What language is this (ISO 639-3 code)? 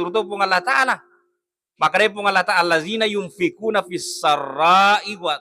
bug